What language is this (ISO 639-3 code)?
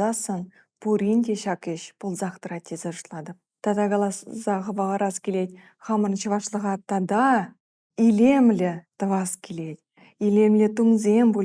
chv